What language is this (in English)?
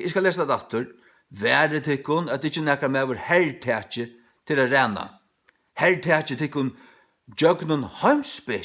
Faroese